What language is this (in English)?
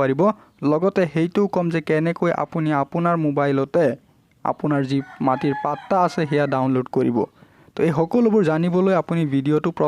Assamese